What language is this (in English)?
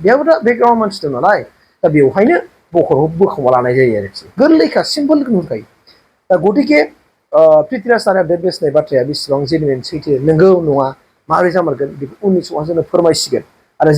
Bodo